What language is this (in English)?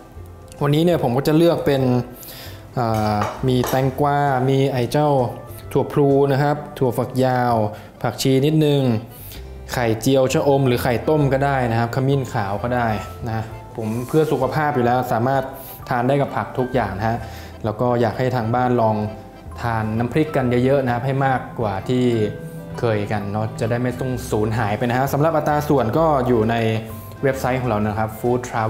Thai